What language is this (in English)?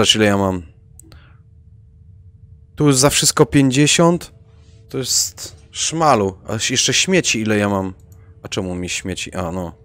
Polish